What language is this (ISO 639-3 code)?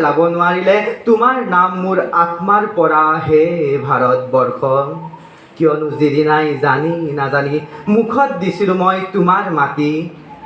asm